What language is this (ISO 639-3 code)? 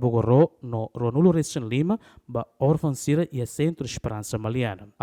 tet